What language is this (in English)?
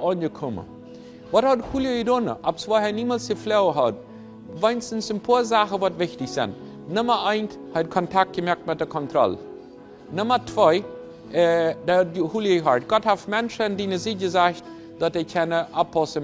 Plautdietsch